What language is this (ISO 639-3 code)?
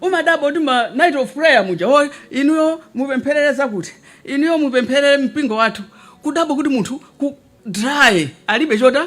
nya